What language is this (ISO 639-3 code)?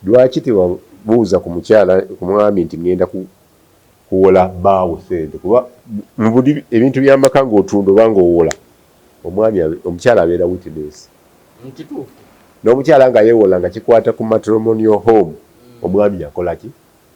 lug